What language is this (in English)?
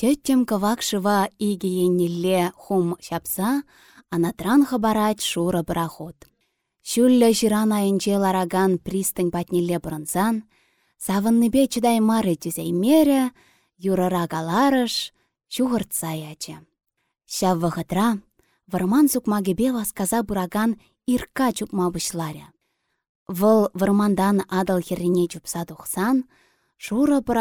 Chuvash